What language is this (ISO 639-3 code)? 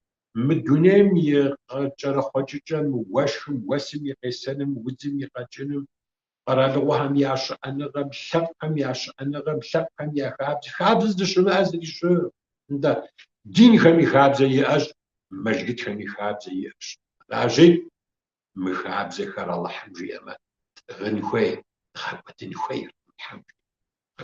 kbd